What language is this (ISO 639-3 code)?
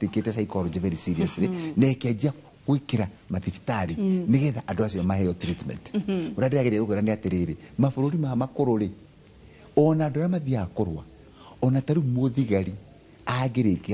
kik